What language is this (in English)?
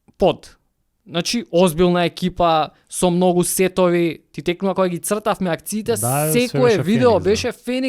Macedonian